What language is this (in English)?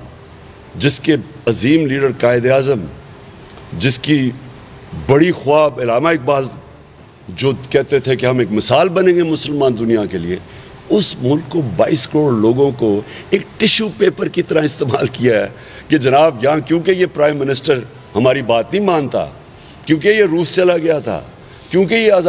Urdu